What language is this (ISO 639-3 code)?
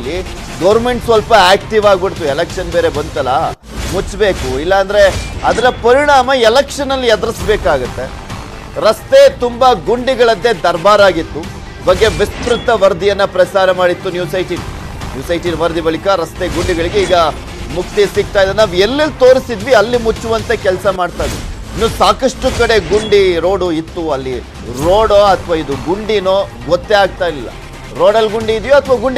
kan